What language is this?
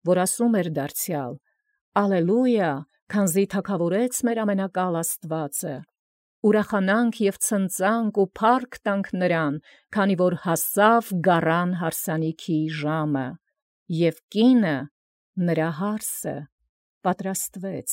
Armenian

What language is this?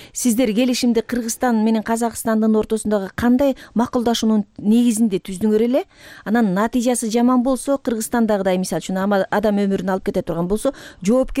Kyrgyz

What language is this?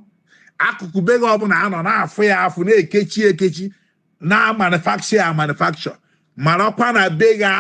Igbo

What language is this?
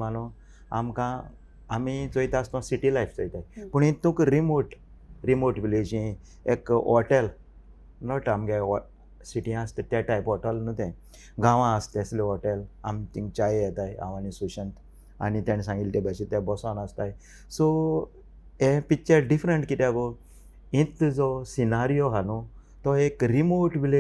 Konkani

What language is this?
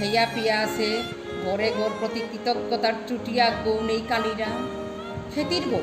Bishnupriya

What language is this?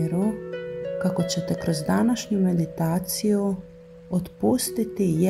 Croatian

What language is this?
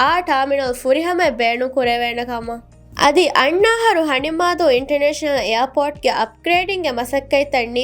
Divehi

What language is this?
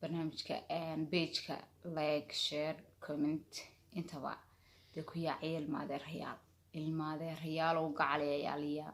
Somali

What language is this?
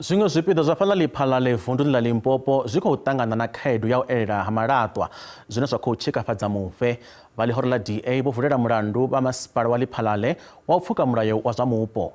Venda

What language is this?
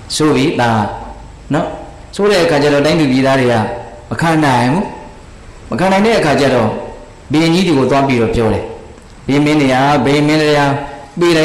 Burmese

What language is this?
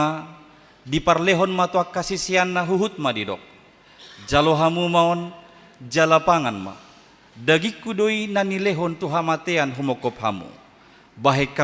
Batak Toba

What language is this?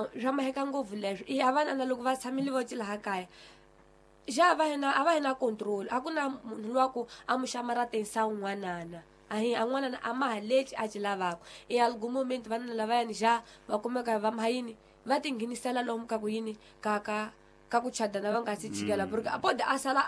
Tsonga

